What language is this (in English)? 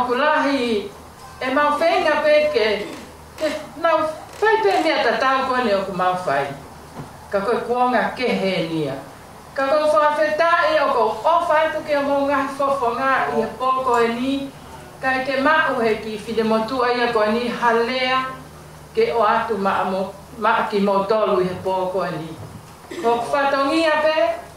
Tongan